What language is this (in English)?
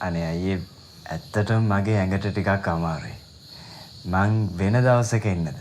Sinhala